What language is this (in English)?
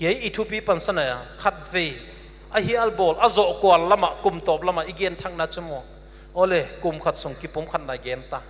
Paite Chin